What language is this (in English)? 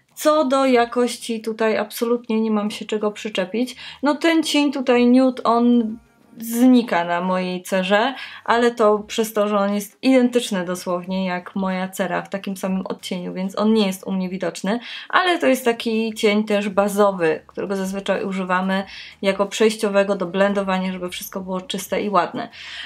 Polish